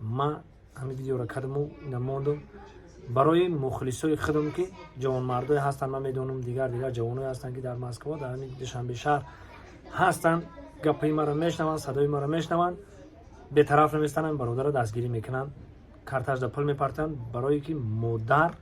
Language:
Tajik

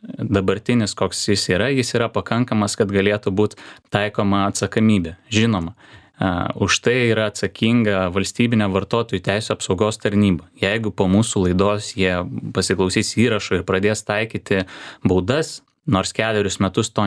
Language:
Lithuanian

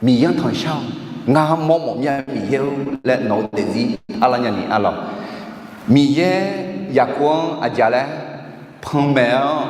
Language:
Akha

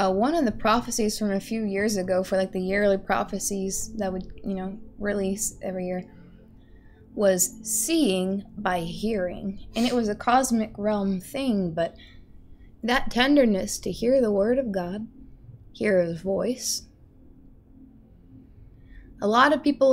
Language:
English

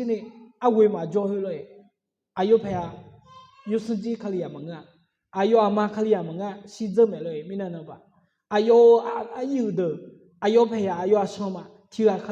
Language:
Akha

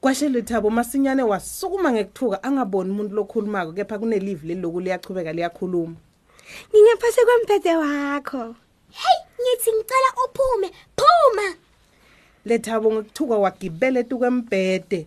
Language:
Swati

